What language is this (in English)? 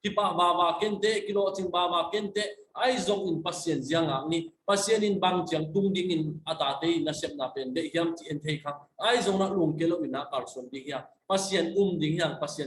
Tedim Chin